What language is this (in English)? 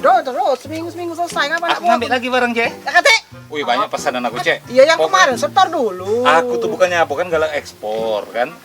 Musi